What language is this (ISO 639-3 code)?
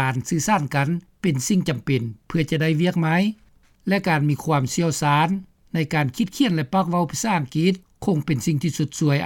lao